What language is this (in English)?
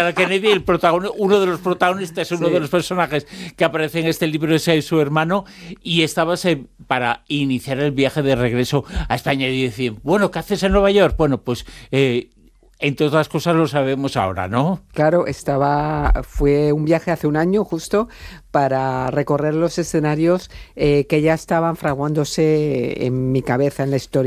Spanish